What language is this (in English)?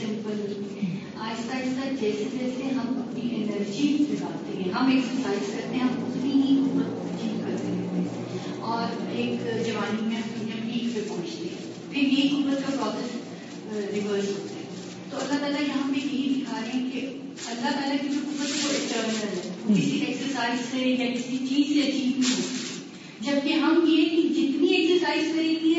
Urdu